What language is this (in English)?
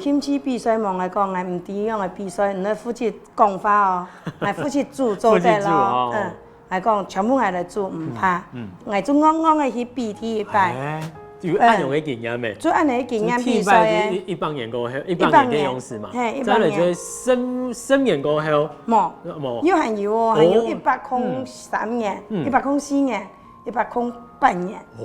Hakka Chinese